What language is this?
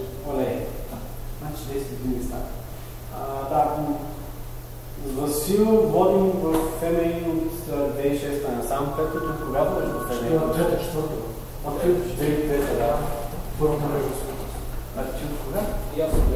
Bulgarian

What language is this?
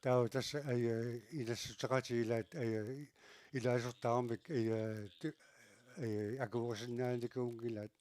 Kalaallisut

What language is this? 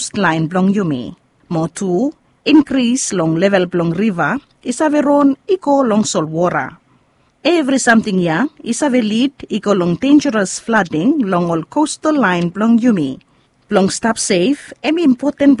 Bislama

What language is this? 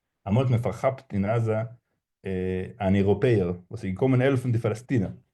Yiddish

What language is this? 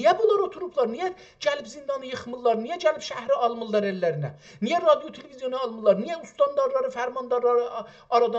South Azerbaijani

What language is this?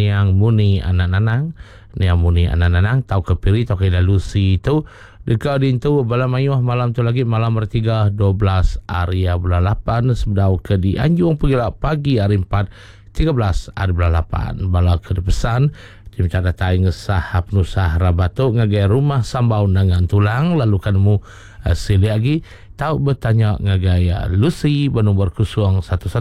Iban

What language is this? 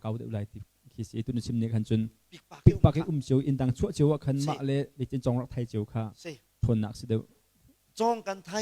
Hakha Chin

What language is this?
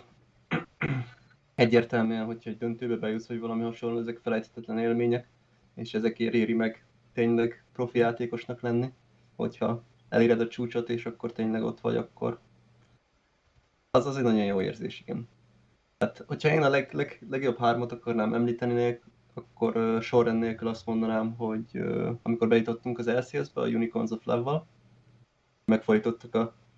Hungarian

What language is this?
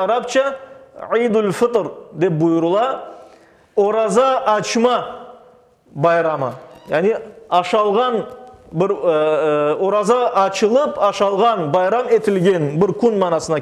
Crimean Tatar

